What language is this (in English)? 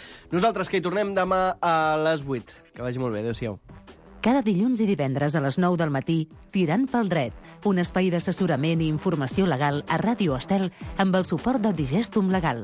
Catalan